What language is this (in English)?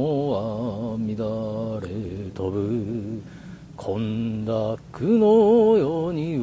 Japanese